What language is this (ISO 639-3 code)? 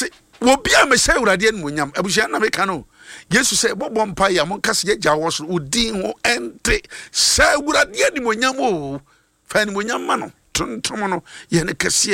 aka